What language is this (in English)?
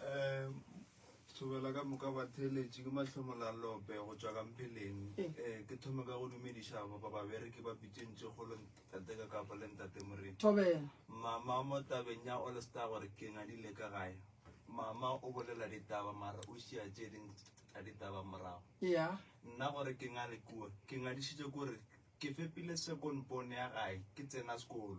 Northern Sotho